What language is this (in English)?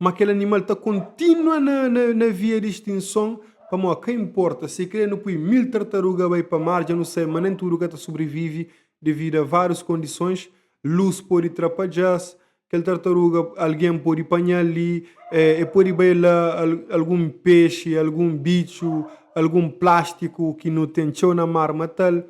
Kabuverdianu